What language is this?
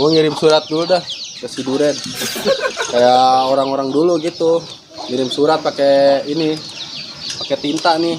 Betawi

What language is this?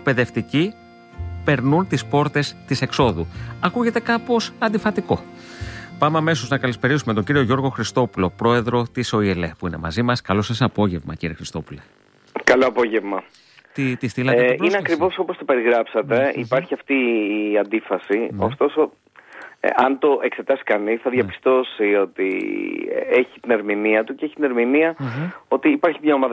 Greek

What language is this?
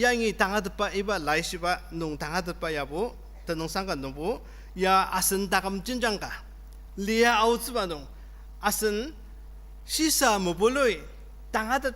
Ao Naga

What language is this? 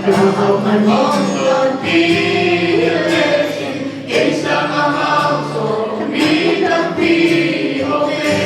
Tedim Chin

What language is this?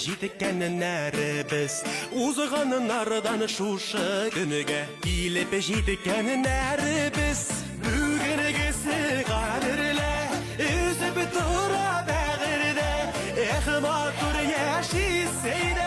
Bashkir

